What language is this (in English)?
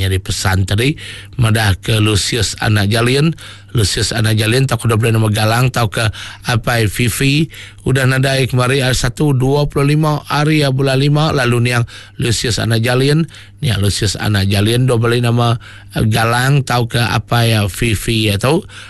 Iban